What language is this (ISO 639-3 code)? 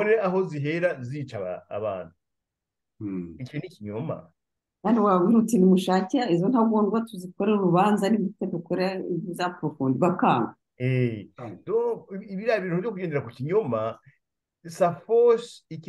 kin